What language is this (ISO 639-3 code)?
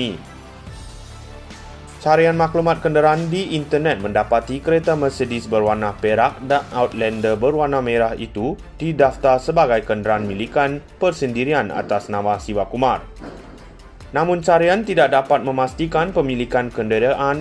msa